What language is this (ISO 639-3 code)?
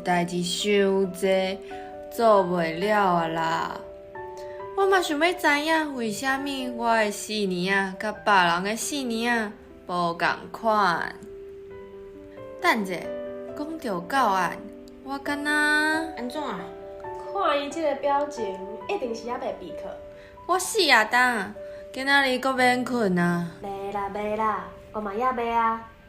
nan